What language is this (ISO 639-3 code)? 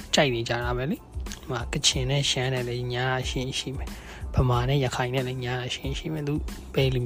mya